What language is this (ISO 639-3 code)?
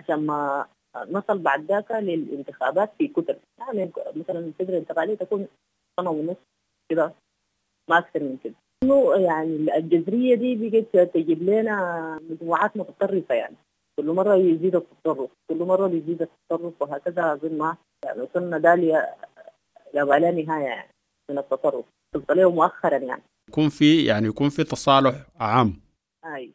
apd